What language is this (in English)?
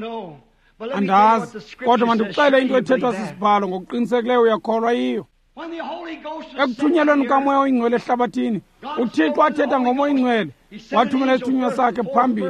Xhosa